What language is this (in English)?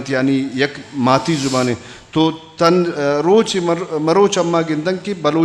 Eastern Balochi